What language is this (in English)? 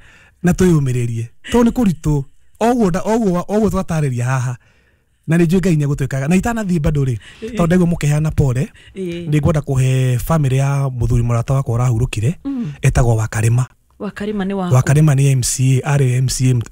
Kikuyu